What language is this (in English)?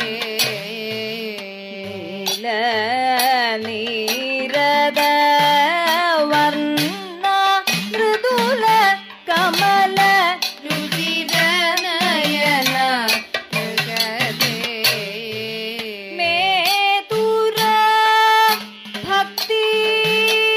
Malayalam